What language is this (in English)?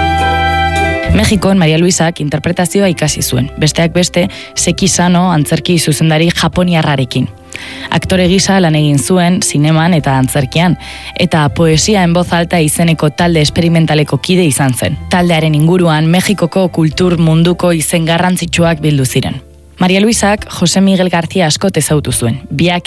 Basque